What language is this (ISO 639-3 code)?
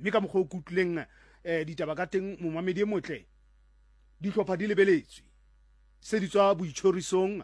tsn